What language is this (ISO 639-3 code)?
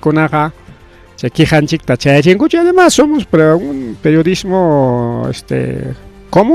quy